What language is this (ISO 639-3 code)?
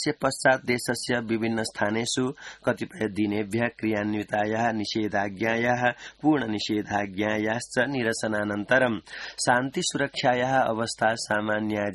san